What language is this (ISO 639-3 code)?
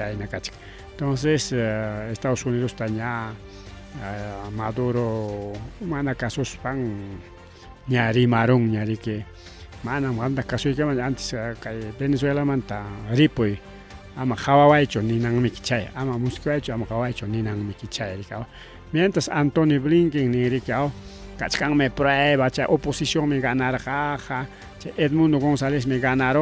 quy